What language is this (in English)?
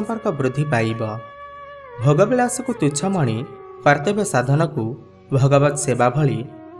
Odia